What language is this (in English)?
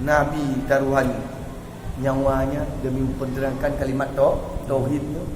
Achinese